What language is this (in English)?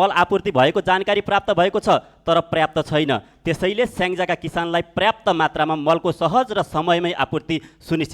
Nepali